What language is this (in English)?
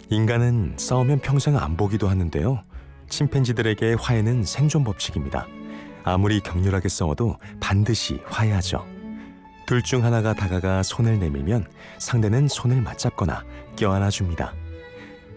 Korean